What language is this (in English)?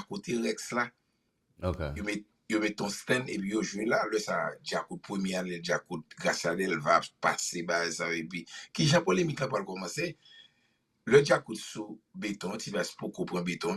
Haitian Creole